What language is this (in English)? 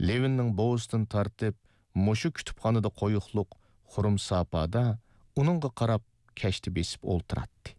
Uyghur